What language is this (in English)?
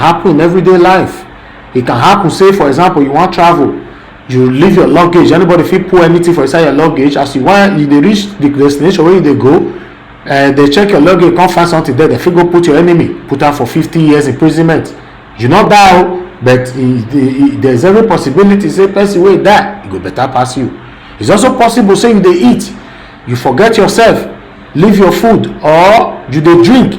Nigerian Pidgin